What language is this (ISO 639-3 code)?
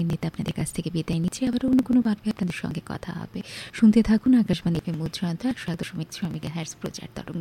ben